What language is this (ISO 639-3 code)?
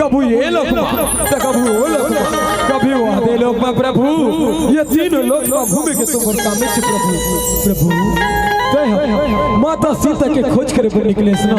hne